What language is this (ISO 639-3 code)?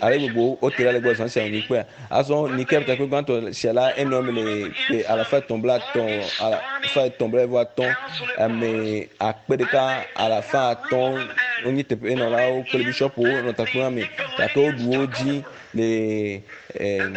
ewe